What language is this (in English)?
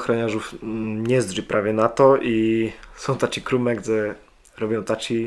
Kashubian